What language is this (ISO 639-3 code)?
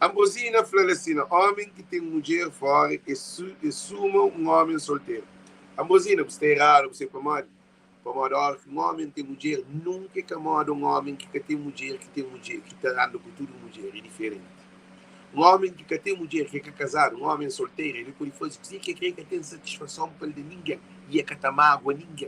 kea